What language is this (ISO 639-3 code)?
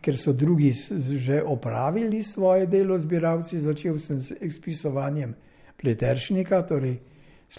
slv